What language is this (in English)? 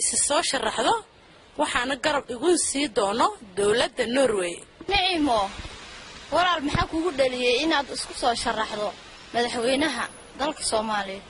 Somali